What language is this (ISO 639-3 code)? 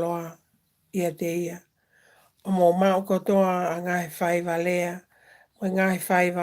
ton